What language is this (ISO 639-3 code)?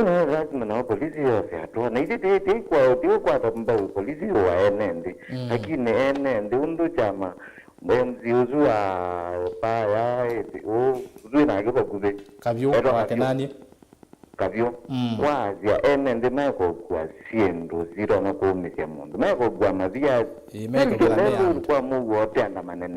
kam